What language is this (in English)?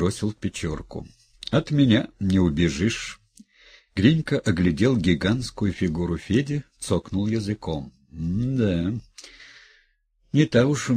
Russian